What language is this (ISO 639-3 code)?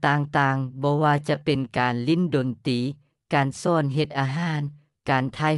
lao